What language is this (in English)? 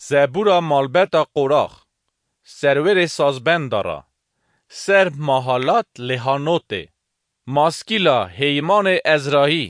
Kurdish